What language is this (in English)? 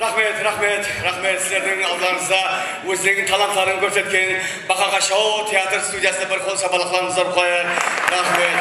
Kara-Kalpak